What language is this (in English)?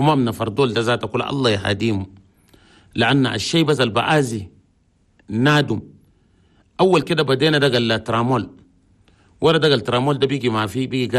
Chadian Arabic